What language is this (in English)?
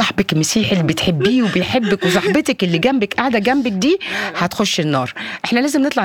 Egyptian Arabic